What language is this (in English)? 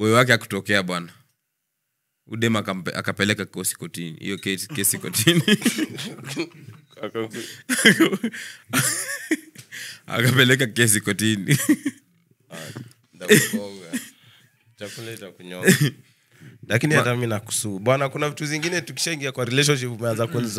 Swahili